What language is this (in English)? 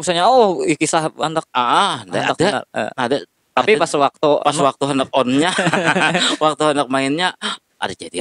Banjar